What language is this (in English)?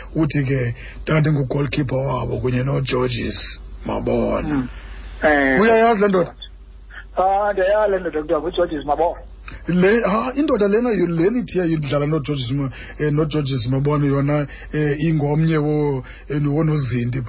Xhosa